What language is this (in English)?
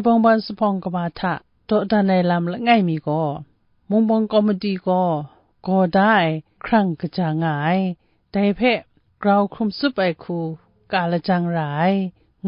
Kachin